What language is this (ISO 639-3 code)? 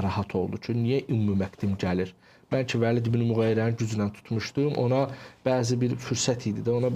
aze